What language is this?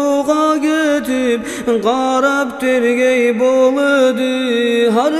Kumyk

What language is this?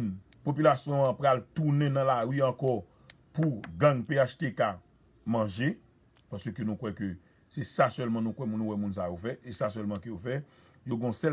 Haitian Creole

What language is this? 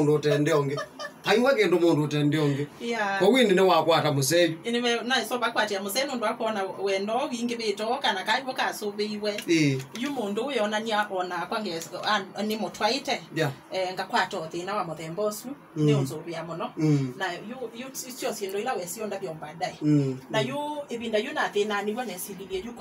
Kamba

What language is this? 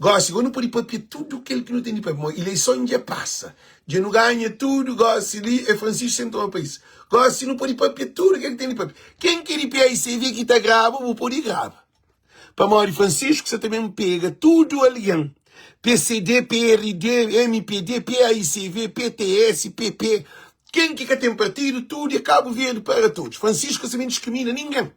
Kabuverdianu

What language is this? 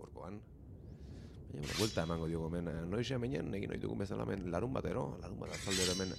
Basque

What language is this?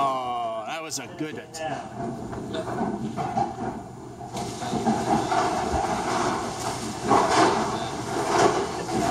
English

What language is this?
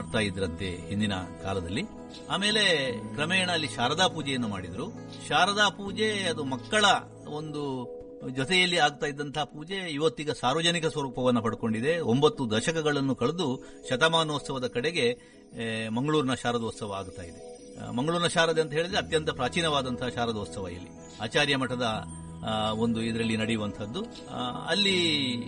Kannada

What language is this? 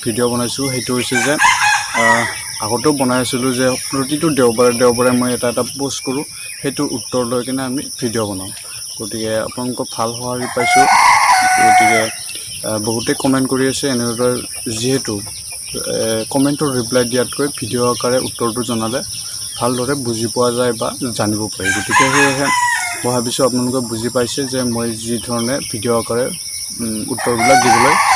Assamese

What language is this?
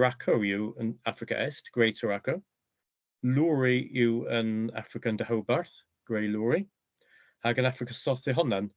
Cornish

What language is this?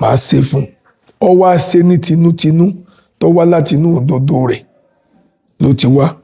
Yoruba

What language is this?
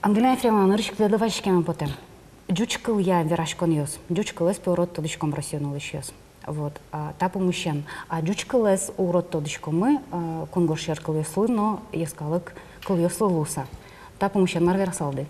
Udmurt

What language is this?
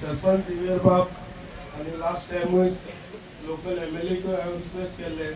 Konkani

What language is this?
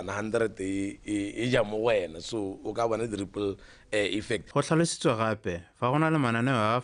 Tswana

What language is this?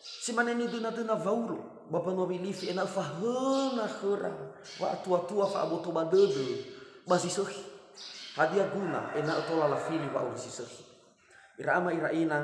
Nias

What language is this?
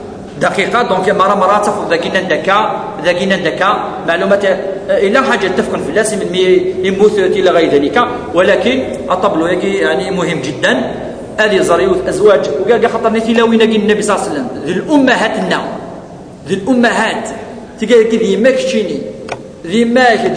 Kabyle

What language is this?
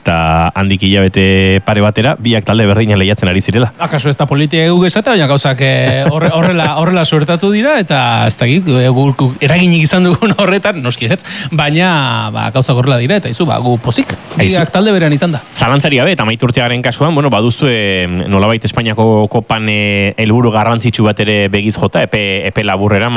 Basque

